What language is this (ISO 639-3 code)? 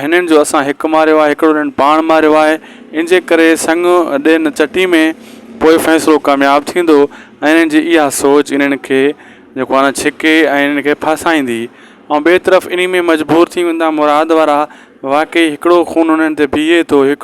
snd